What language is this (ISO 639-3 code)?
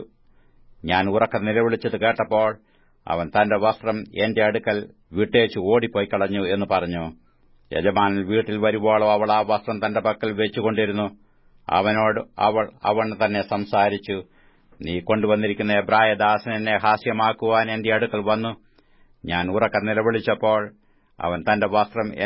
mal